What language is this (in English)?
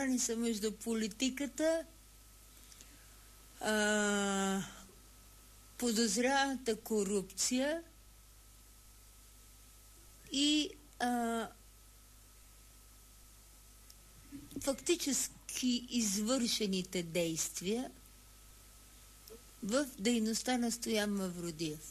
Bulgarian